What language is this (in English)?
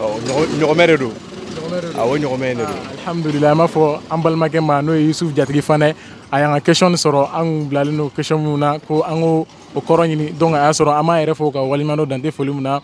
Bambara